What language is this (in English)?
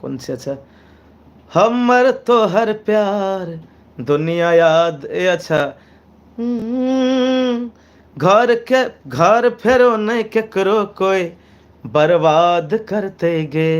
Maithili